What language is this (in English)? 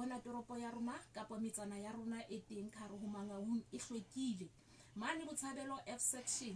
Southern Sotho